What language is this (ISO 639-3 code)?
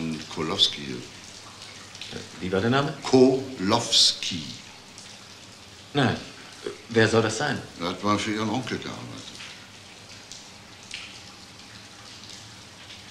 deu